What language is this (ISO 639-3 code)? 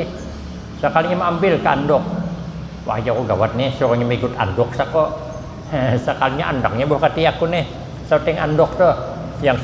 bjn